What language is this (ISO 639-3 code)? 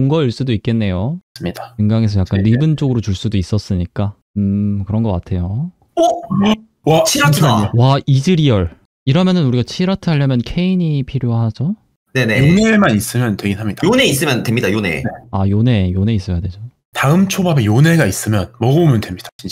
kor